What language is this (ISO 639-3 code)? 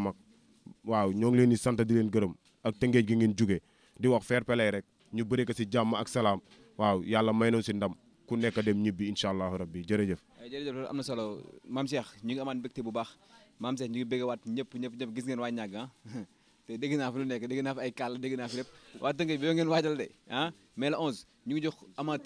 wol